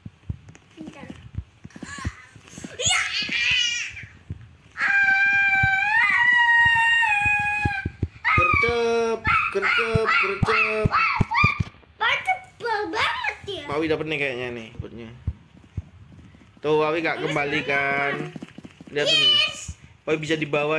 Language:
Indonesian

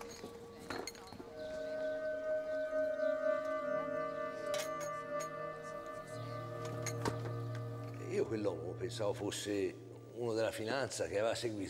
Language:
Italian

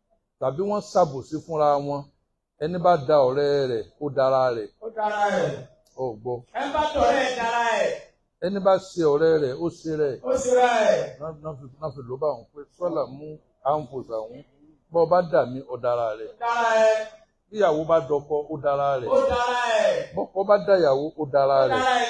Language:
Yoruba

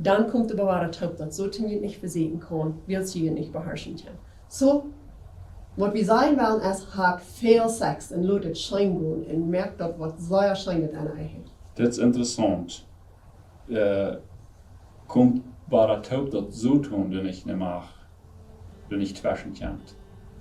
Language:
Plautdietsch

